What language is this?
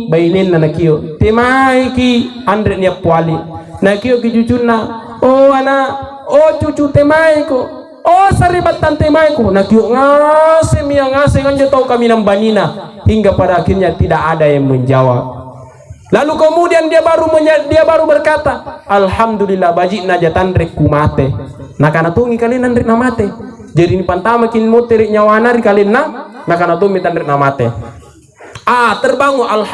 Makasar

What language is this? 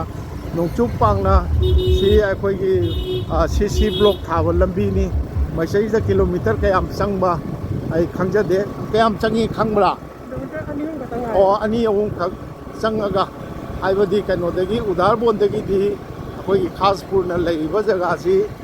Manipuri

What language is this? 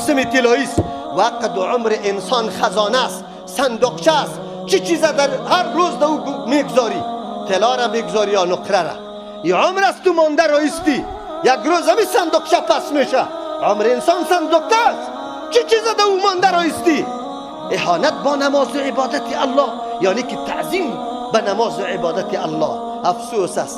Persian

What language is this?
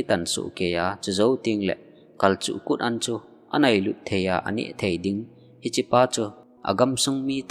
Thado Chin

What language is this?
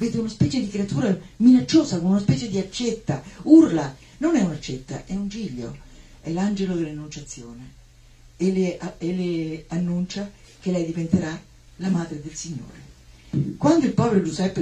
Italian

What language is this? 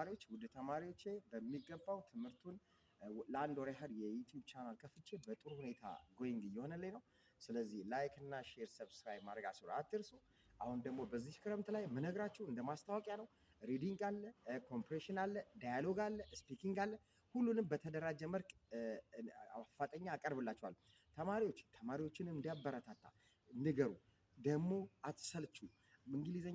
Amharic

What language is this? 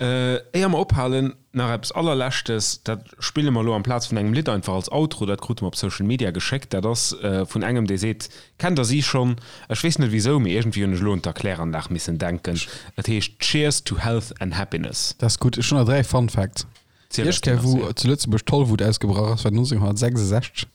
Luxembourgish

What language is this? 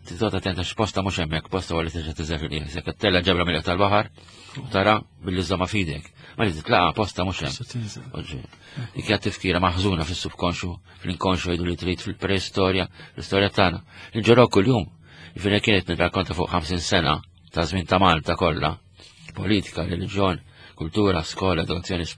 Maltese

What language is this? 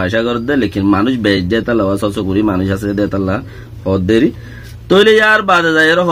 Rohingya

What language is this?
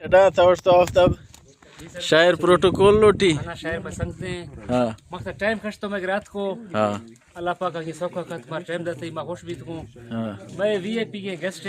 Eastern Balochi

